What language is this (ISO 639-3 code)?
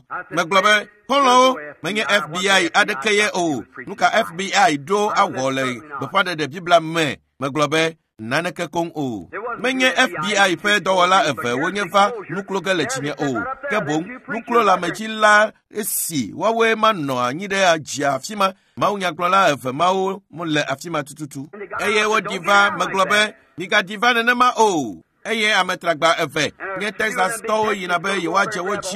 ewe